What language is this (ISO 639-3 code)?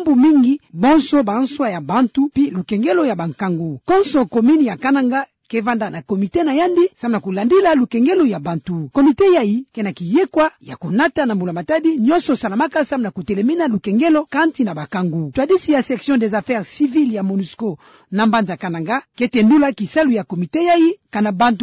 ktu